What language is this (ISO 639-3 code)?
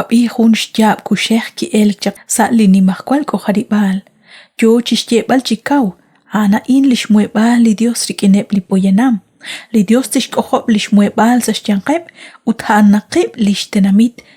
kek